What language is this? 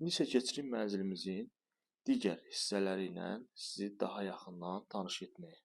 Azerbaijani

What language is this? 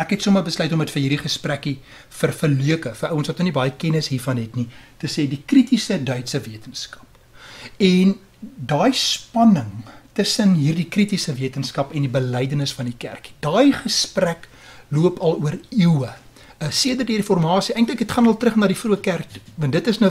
Afrikaans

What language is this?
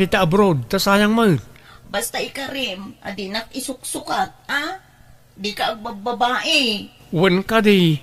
Iloko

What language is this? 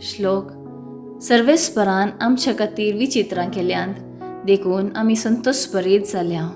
Konkani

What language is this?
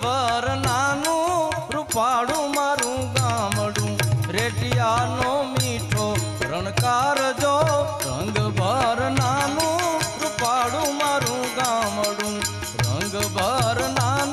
Gujarati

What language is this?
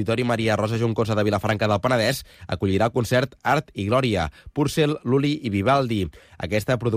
Catalan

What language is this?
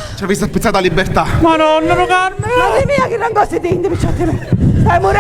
Sicilian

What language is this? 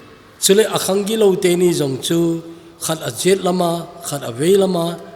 Thado Chin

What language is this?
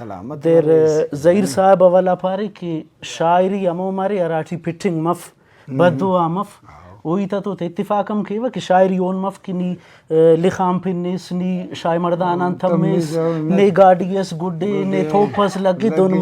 Brahui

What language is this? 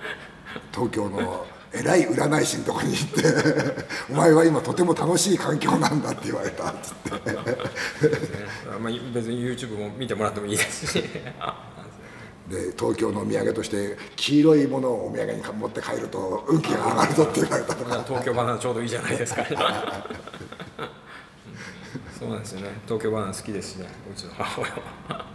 Japanese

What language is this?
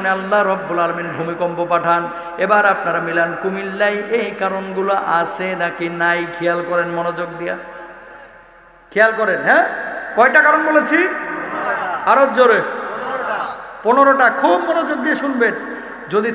Bangla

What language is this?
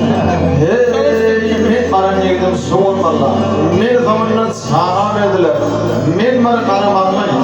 Turkmen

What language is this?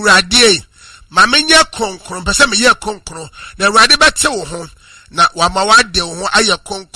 Akan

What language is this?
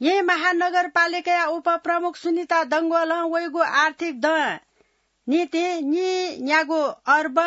Newari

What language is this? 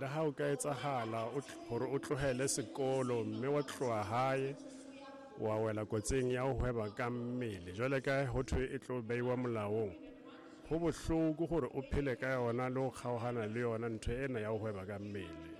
Southern Sotho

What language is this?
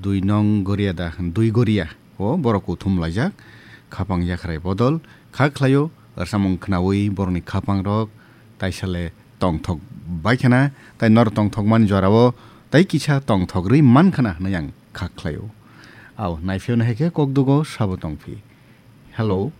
Kok Borok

